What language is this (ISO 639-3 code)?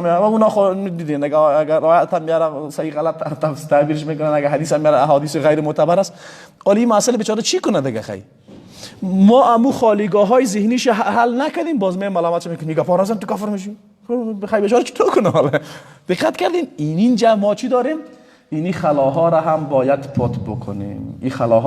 fas